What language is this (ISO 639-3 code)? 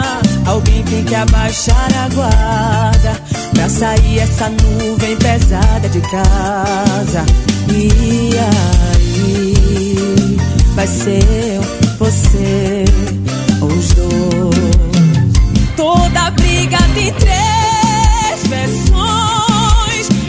por